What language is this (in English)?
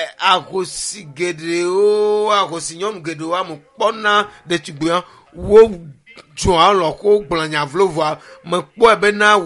Ewe